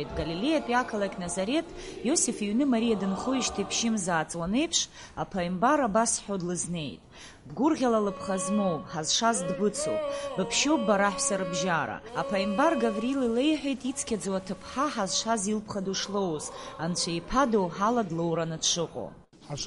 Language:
Abkhazian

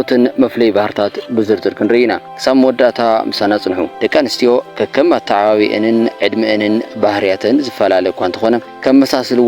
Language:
Tigrinya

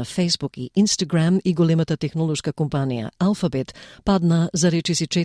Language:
Macedonian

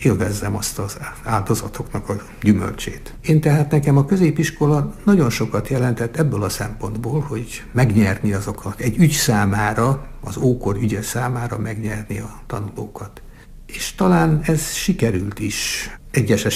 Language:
Hungarian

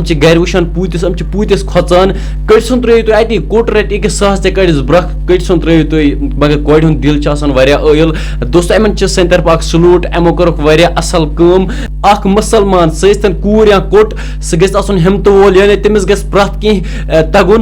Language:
Kashmiri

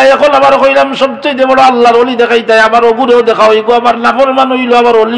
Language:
Sylheti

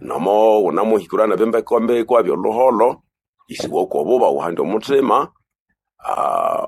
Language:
Nande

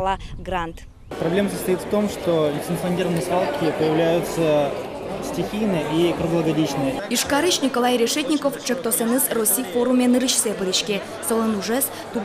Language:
Udmurt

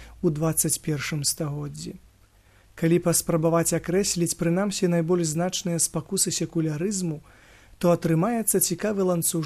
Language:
Belarusian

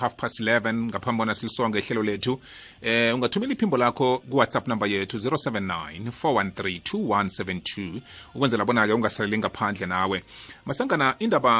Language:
South Ndebele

